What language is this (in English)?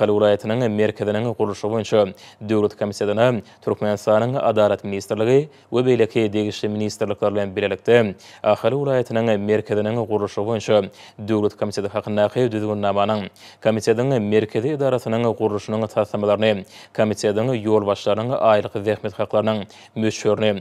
Turkmen